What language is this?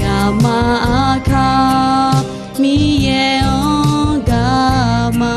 Akha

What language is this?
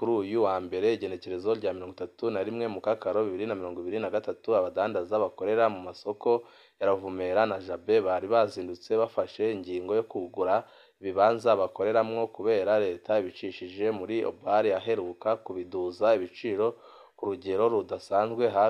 Rundi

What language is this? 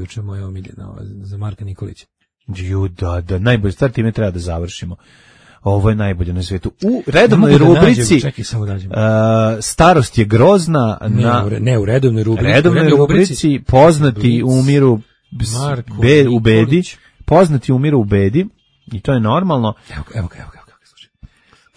Serbian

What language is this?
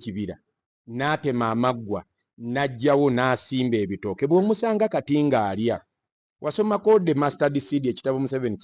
Ganda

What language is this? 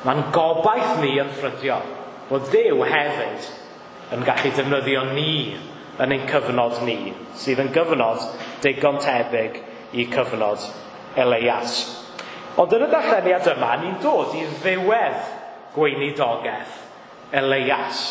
Welsh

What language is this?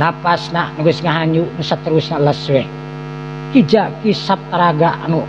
Sundanese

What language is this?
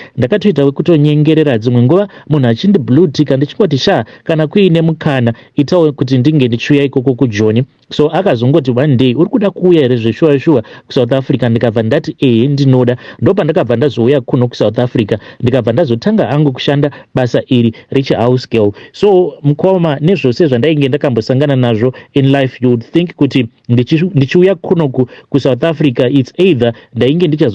Shona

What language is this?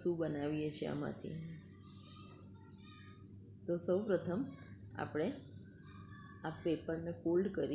Gujarati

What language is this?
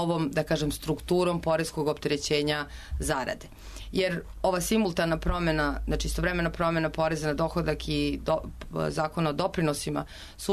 Serbian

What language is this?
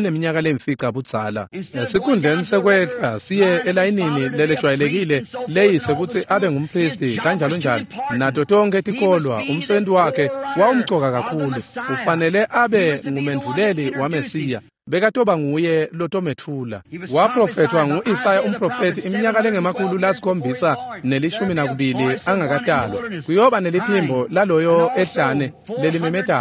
Swati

